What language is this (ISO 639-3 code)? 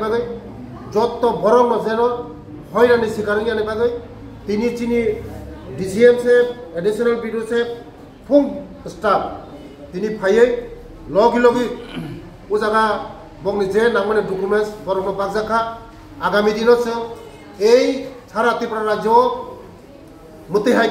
trp